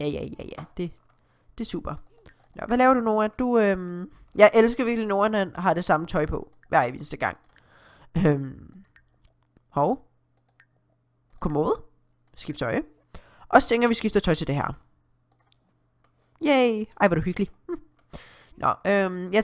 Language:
Danish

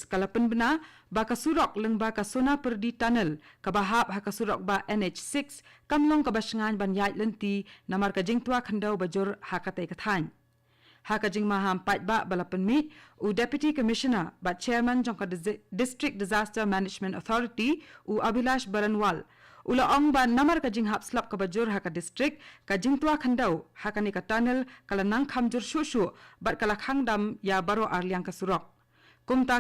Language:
Khasi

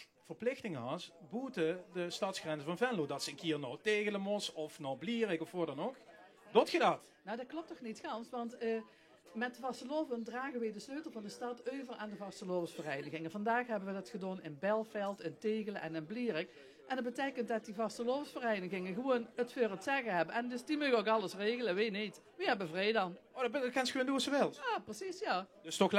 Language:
Limburgish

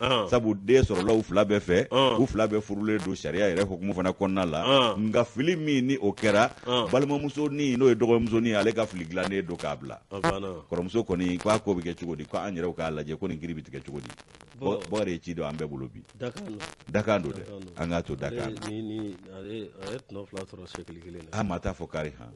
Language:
Bambara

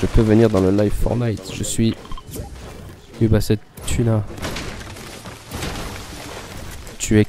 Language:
French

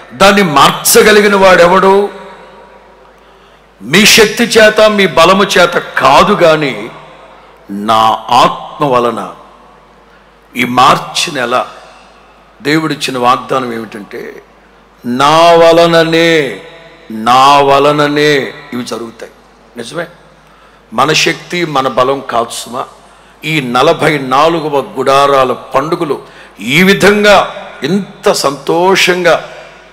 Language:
Telugu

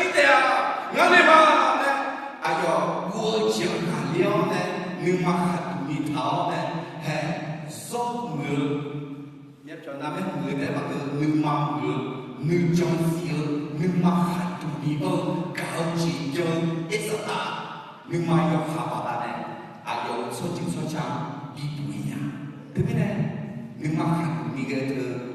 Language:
Akha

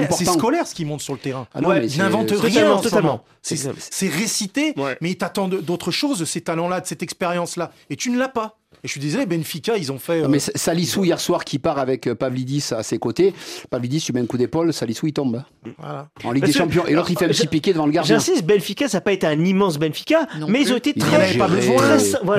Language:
French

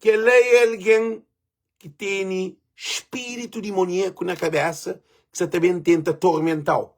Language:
Kabuverdianu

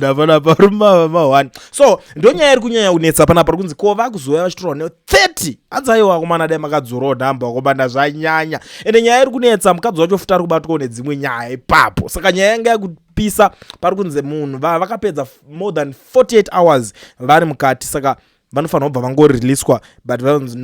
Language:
Shona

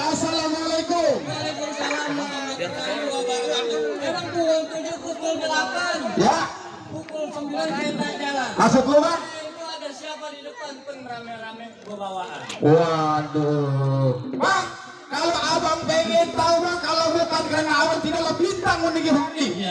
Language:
Betawi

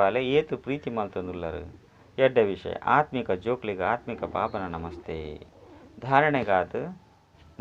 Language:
Tulu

